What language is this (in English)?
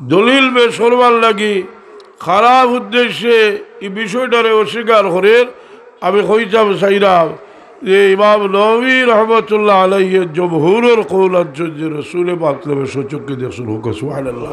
Sylheti